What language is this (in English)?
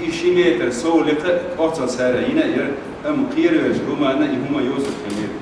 Chechen